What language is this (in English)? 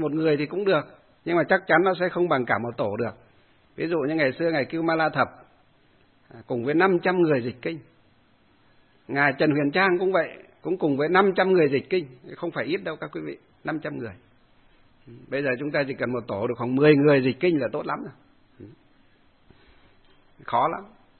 Vietnamese